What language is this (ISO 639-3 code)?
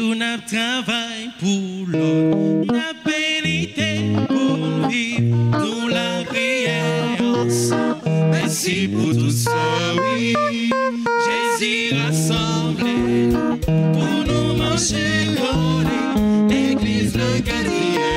fra